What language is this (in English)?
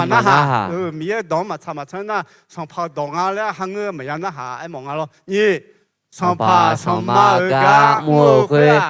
Akha